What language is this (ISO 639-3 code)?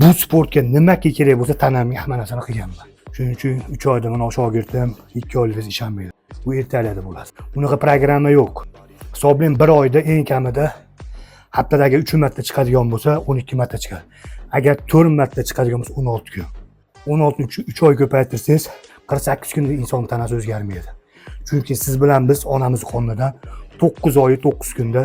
uzb